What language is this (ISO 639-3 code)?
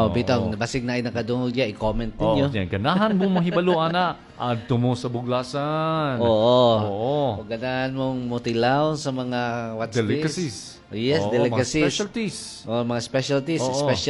ceb